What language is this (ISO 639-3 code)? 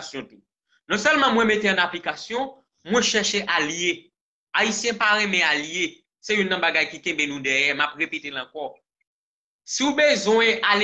hat